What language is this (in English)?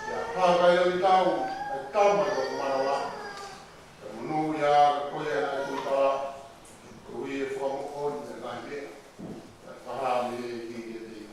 Tongan